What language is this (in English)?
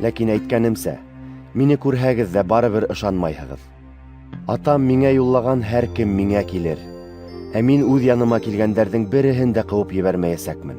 Bashkir